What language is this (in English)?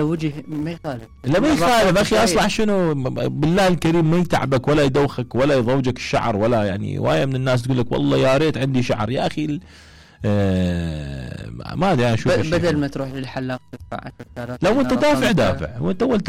Mesopotamian Arabic